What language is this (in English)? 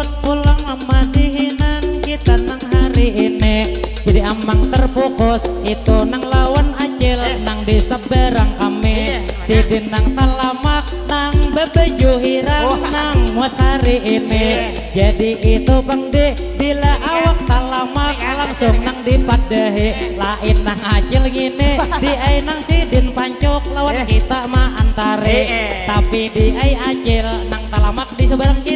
Banjar